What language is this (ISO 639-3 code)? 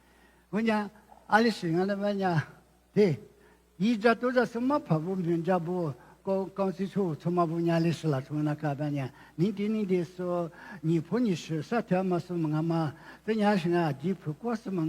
lis